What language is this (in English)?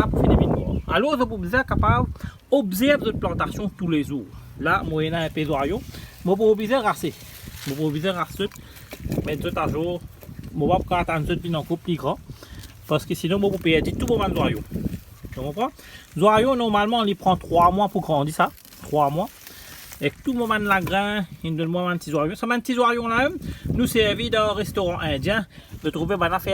Morisyen